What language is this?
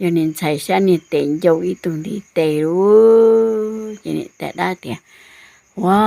Hmong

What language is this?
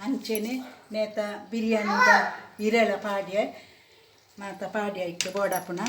Tulu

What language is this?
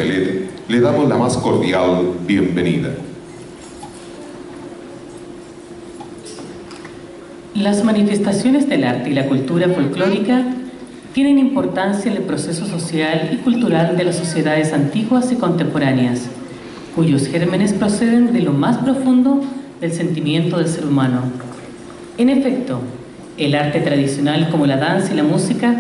Spanish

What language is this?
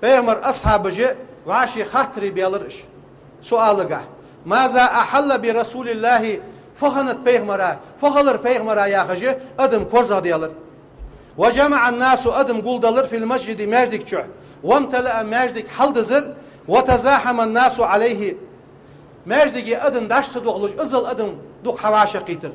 Ingush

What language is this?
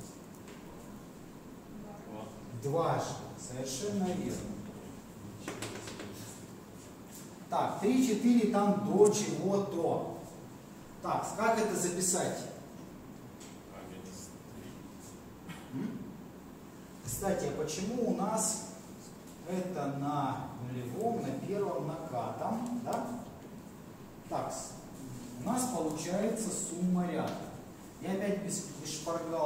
Russian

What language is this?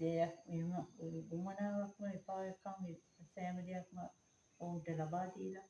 Sinhala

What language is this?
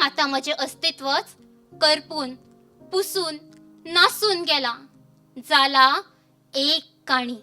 Konkani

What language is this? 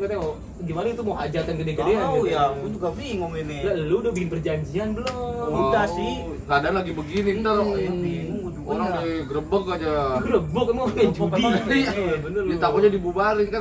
Betawi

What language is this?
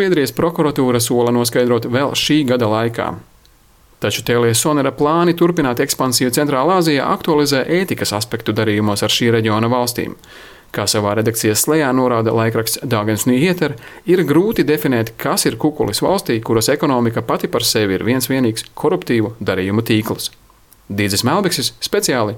Latvian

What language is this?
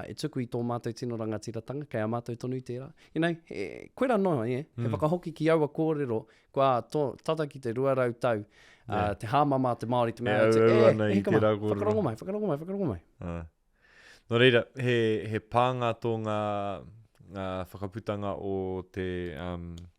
Māori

